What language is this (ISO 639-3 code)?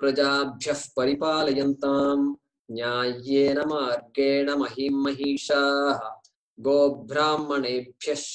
san